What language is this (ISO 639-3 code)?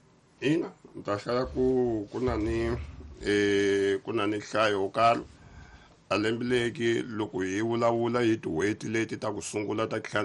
tso